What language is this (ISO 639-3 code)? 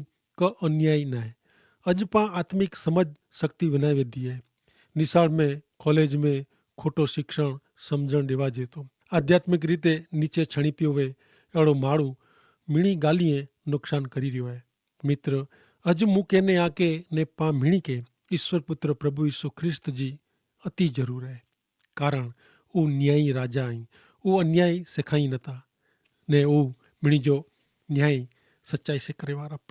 kfr